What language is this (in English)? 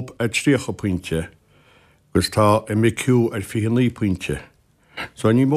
Irish